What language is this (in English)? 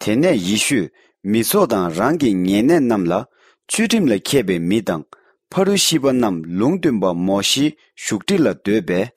Tibetan